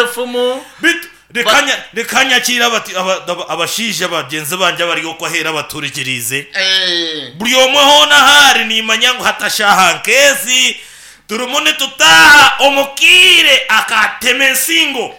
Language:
Nyankole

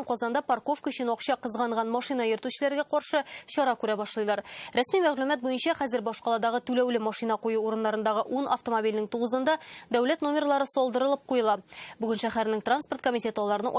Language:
Tatar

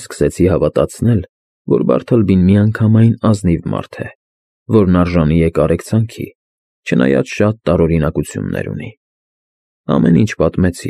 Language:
Armenian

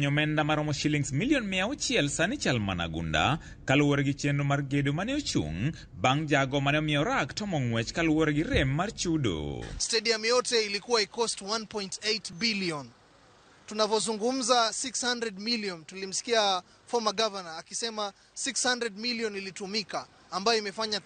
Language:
Luo (Kenya and Tanzania)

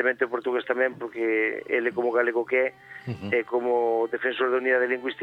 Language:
Galician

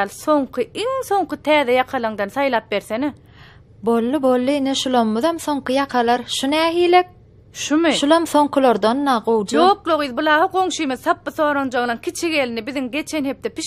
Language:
Turkmen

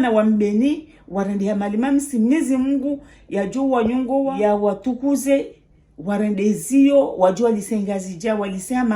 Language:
Ngazidja Comorian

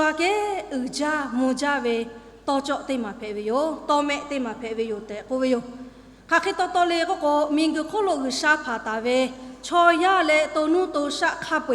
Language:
Lahu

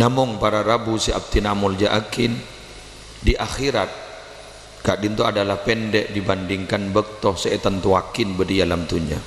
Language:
Madurese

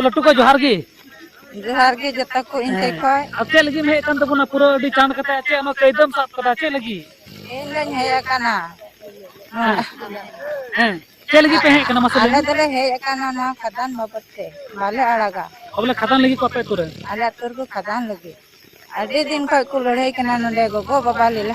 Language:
Santali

